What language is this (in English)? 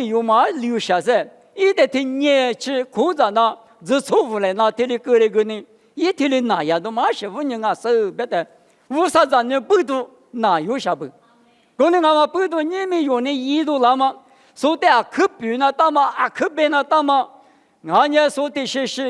Lisu